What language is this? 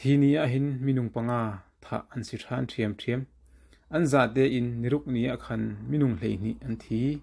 Hakha Chin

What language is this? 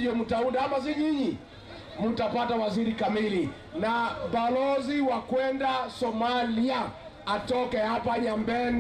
Meru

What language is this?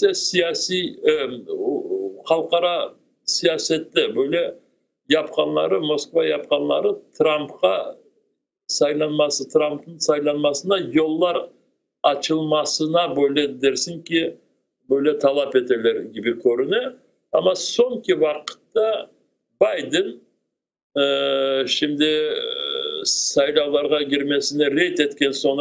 Crimean Tatar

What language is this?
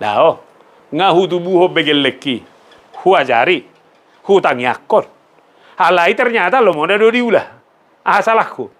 Batak Toba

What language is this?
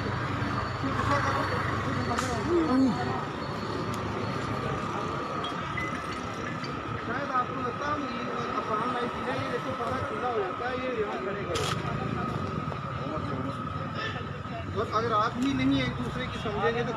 Hindi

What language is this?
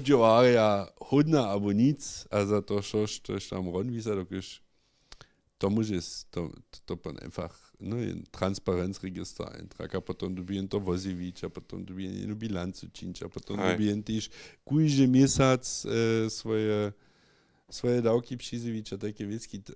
Upper Sorbian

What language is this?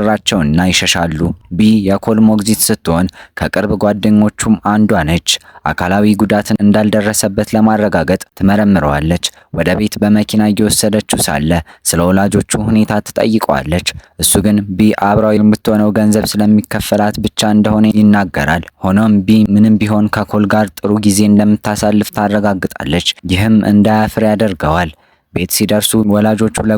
Amharic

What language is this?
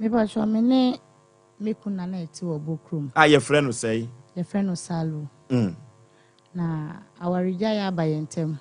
Akan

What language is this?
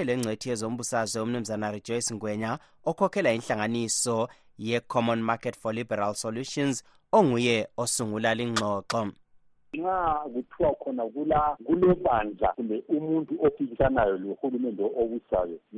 North Ndebele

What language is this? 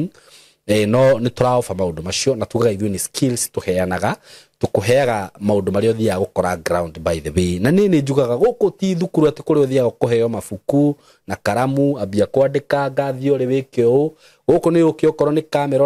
Kikuyu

